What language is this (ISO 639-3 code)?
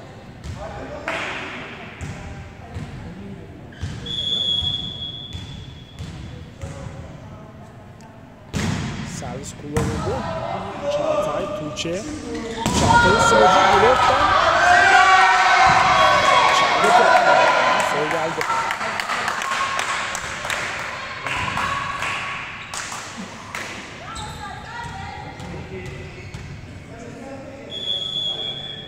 tur